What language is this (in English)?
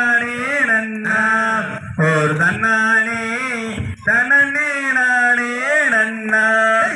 Tamil